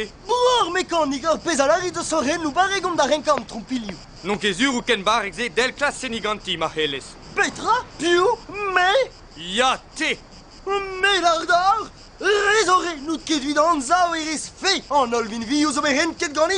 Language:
Breton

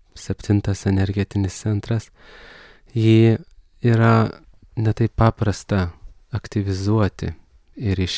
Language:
Lithuanian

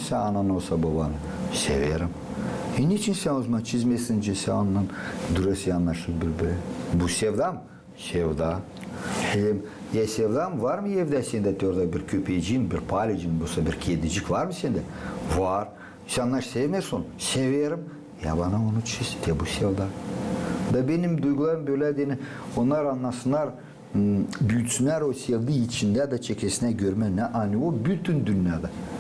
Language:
Gagauz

